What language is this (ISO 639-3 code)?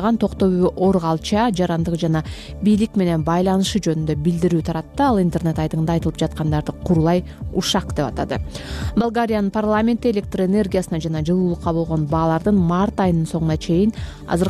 kir